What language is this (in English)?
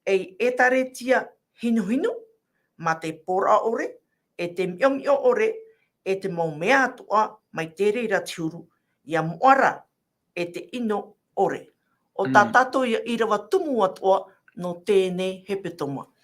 Tahitian